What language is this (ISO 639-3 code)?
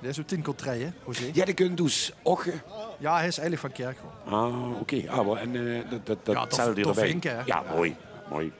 lim